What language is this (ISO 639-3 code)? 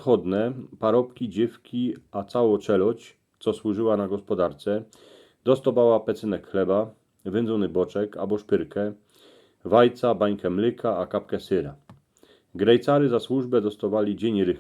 szl